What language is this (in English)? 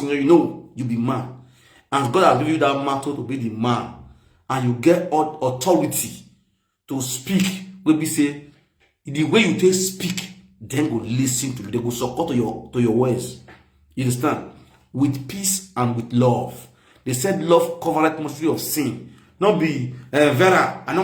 Nigerian Pidgin